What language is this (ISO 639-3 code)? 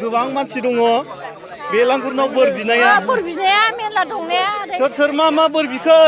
brx